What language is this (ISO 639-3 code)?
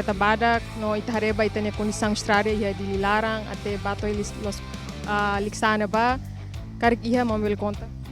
tet